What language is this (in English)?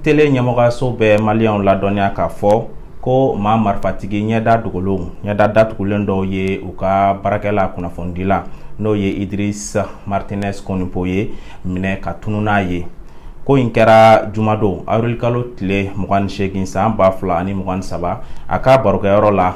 Bambara